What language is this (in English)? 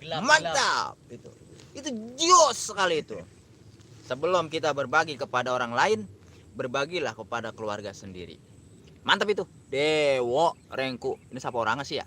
Betawi